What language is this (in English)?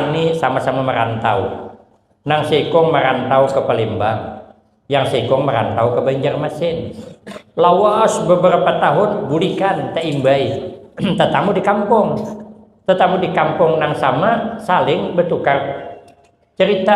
Banjar